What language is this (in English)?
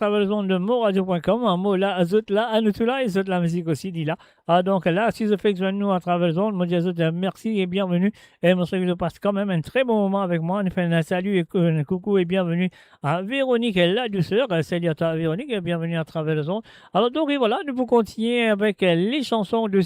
Morisyen